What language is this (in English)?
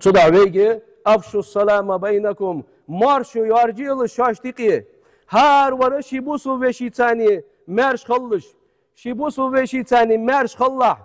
Ingush